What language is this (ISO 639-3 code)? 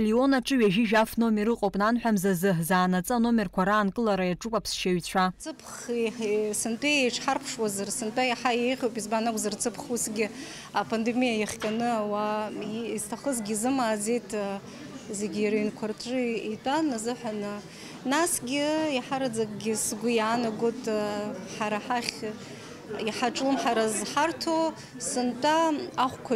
abk